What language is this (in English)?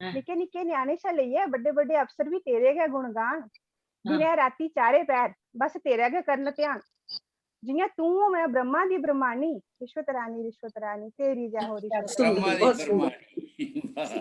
Dogri